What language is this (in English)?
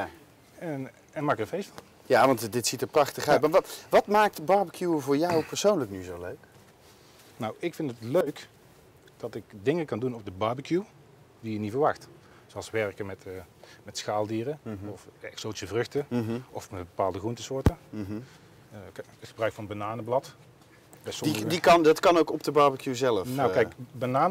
Dutch